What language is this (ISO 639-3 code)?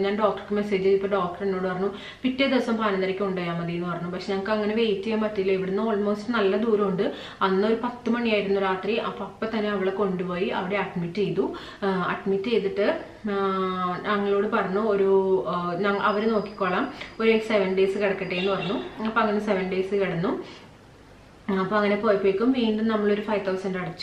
mal